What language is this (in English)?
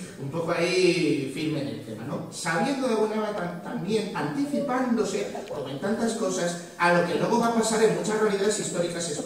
Spanish